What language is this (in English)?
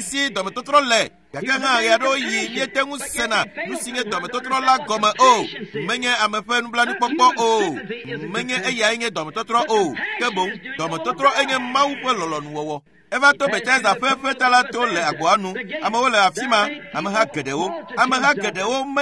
Ewe